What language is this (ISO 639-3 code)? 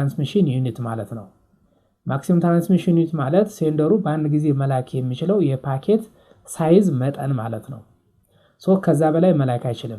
amh